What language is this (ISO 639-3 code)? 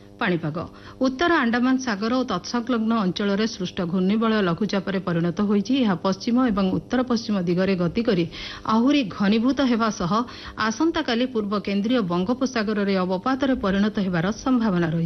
ori